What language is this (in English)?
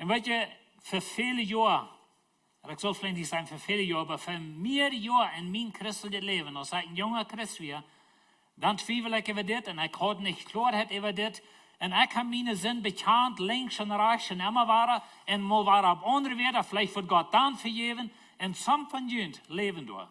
Plautdietsch